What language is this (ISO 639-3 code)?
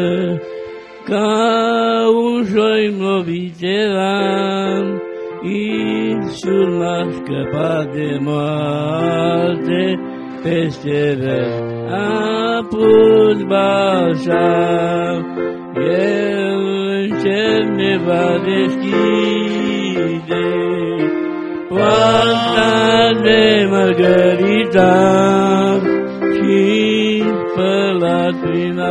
ron